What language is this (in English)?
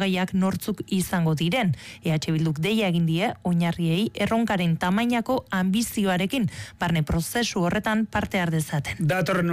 Basque